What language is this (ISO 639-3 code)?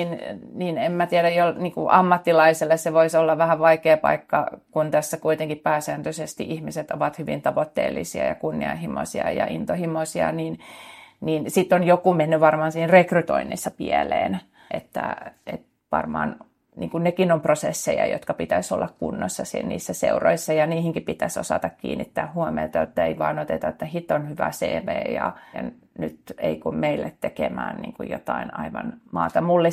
fin